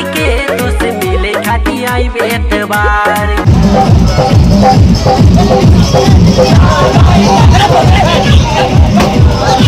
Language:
Bhojpuri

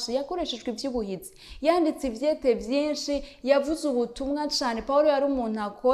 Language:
Rundi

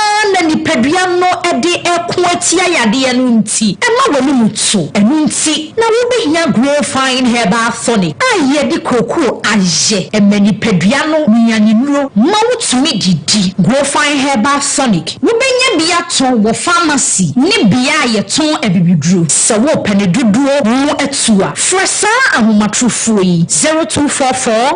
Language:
Akan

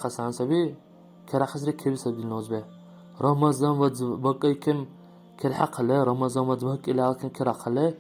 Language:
Dargwa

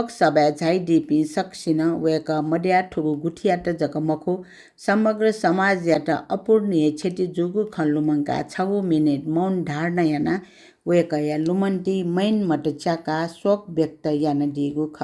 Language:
Newari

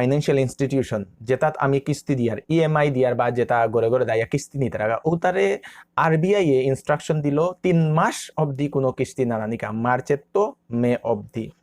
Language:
Bishnupriya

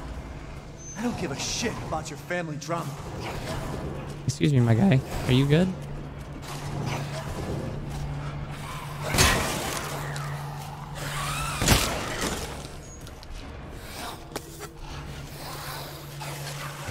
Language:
English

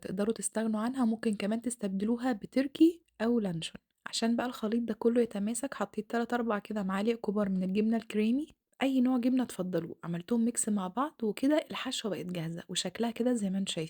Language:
Egyptian Arabic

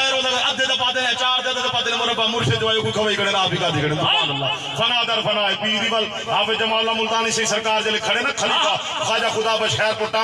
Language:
Saraiki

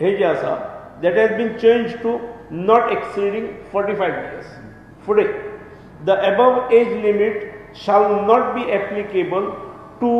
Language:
Konkani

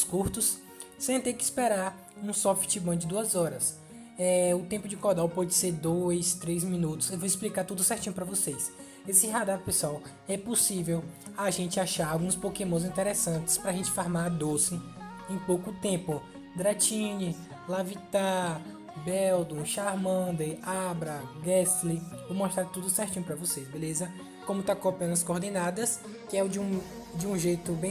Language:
Portuguese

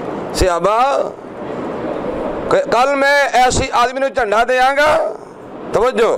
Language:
Urdu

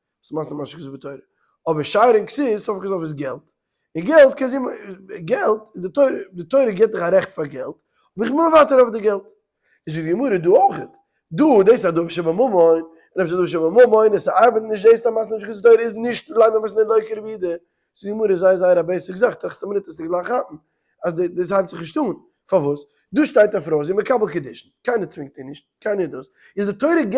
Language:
Yiddish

